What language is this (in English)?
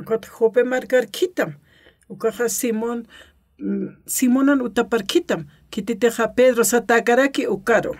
Aymara